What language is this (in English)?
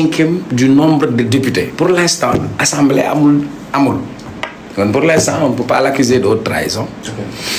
Wolof